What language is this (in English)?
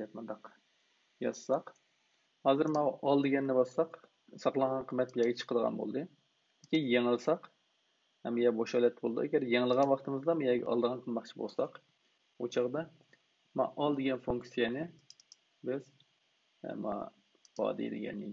Uyghur